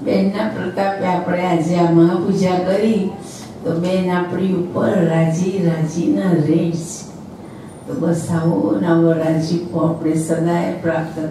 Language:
Gujarati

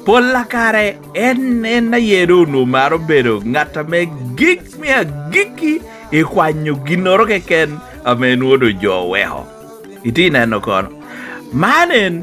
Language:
Lango (Uganda)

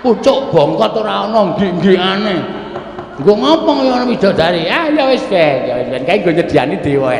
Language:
Javanese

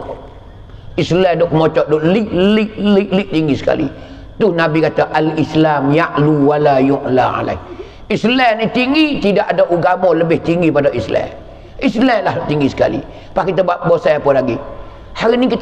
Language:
Pattani Malay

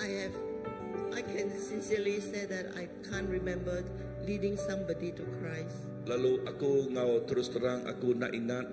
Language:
Iban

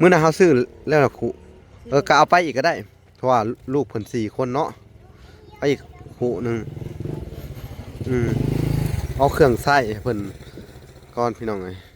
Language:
Lao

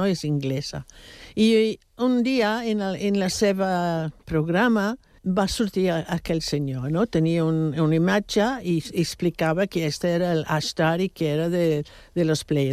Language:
Catalan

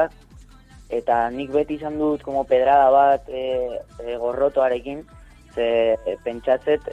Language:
Basque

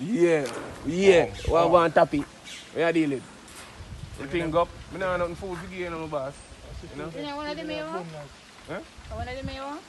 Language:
Jamaican Creole English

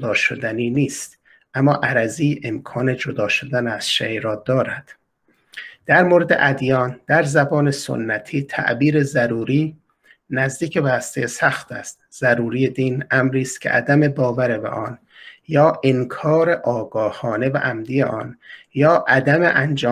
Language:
Persian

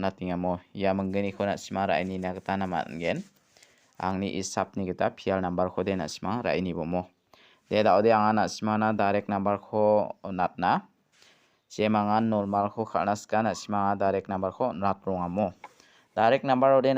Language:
Garo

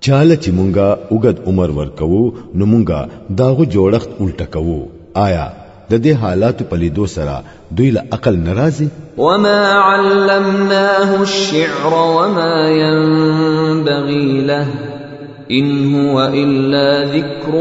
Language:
Pashto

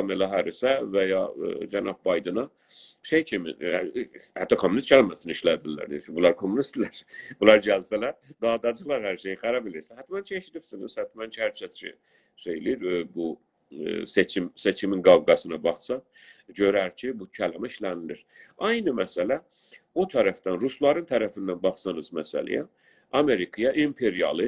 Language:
South Azerbaijani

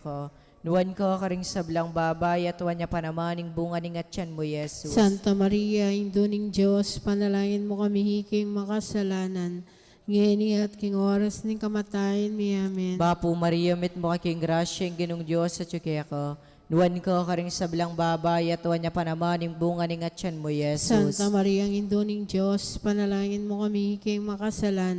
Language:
Pampanga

